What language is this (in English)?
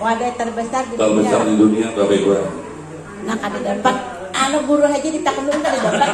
Banjar